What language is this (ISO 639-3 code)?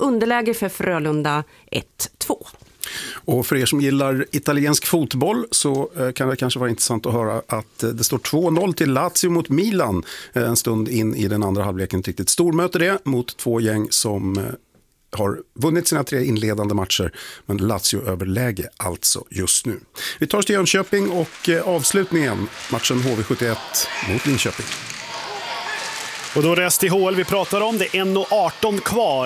swe